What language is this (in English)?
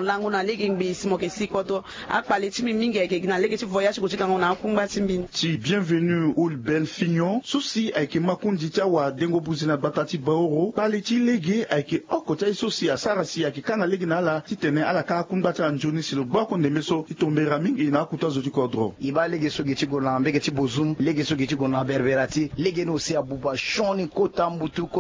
Sango